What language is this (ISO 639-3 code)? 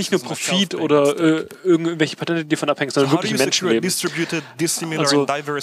deu